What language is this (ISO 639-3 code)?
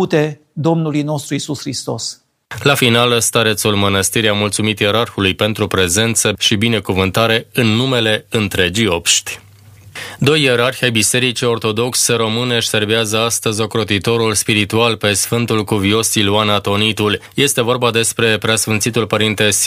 ron